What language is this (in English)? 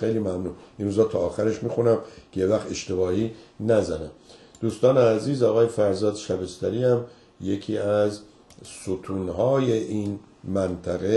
Persian